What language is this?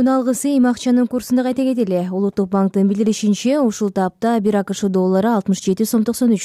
Kyrgyz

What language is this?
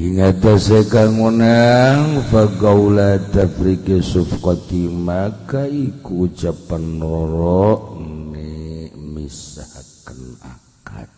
Sundanese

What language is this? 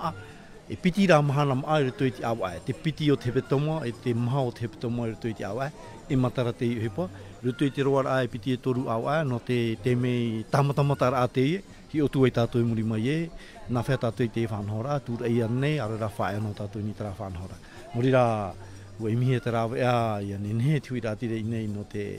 Tahitian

